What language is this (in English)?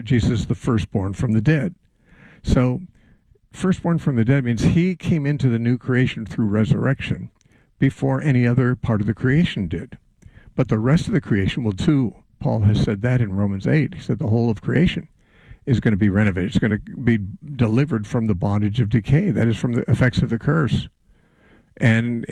English